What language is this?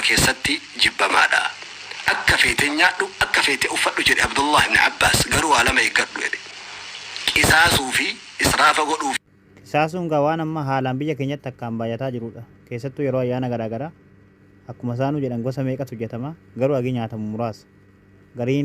Oromo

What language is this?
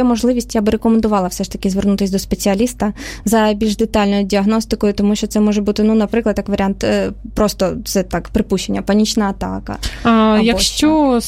Ukrainian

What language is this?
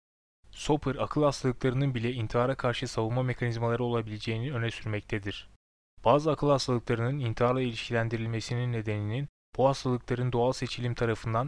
Turkish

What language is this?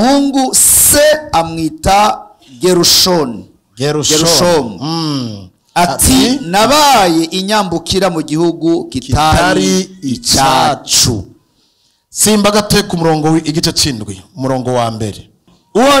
Rundi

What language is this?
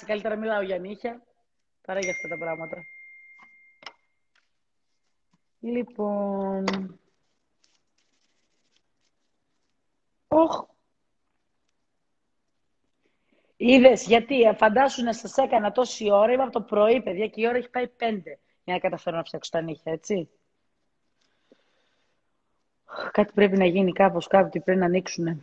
Greek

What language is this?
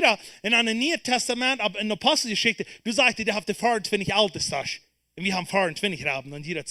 Plautdietsch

